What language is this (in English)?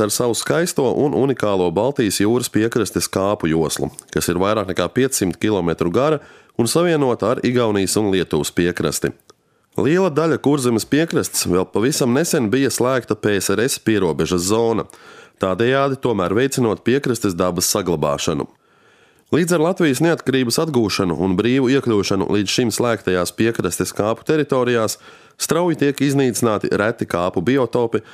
Latvian